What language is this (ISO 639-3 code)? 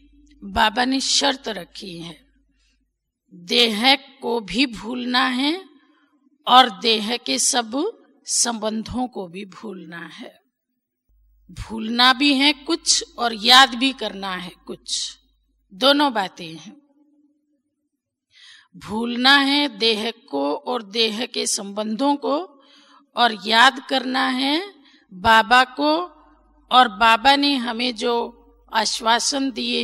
hin